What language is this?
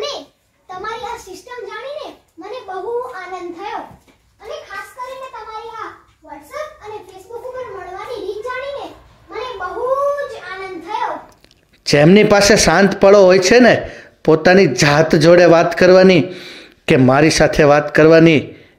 Gujarati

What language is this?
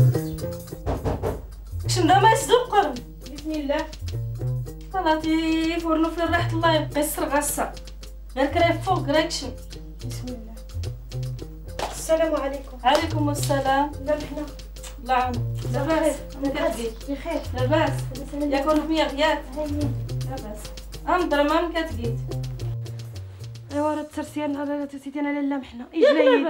Moroccan Arabic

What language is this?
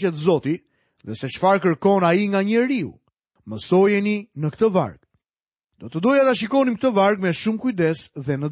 Albanian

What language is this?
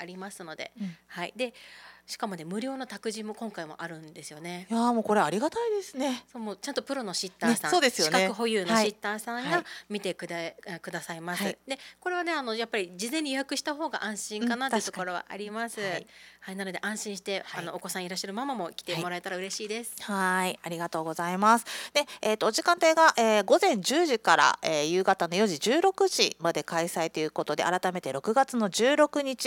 Japanese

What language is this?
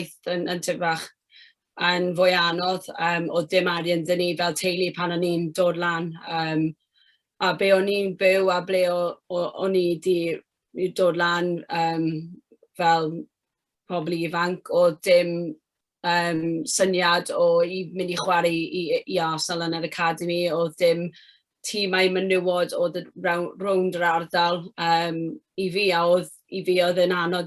Welsh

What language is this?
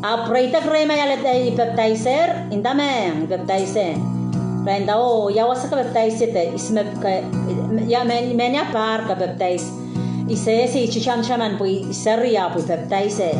Pohnpeian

